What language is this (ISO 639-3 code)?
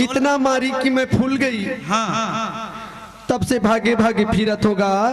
hne